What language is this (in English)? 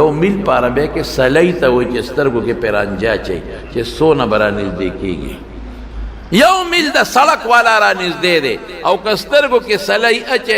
Pashto